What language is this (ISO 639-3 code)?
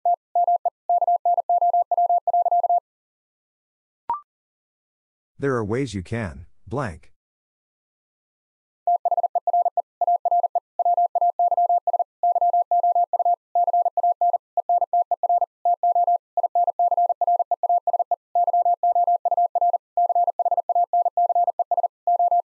eng